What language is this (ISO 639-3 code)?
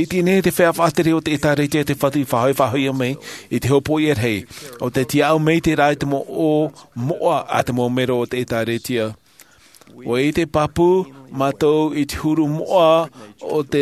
tah